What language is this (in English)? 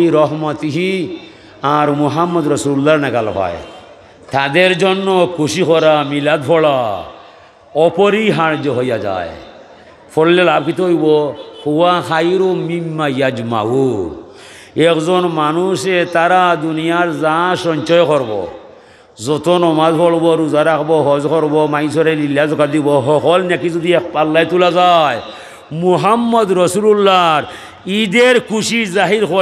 Sylheti